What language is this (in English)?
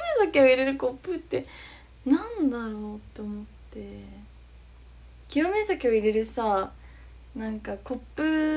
Japanese